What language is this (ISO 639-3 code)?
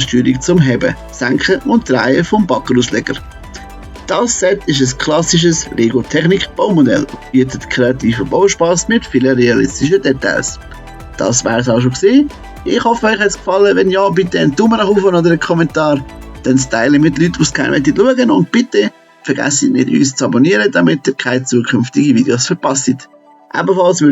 gsw